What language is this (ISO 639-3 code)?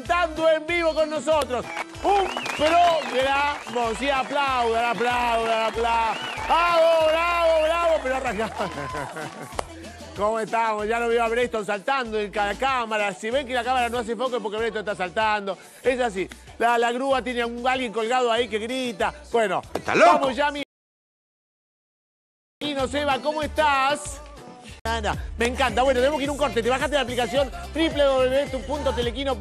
spa